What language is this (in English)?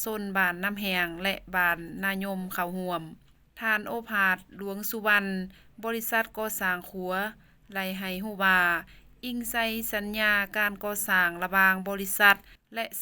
Lao